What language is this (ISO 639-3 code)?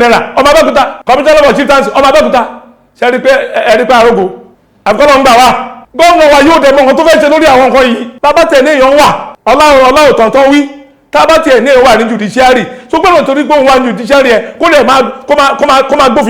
yor